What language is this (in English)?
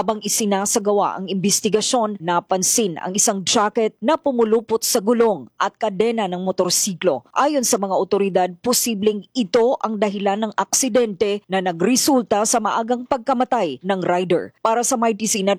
Filipino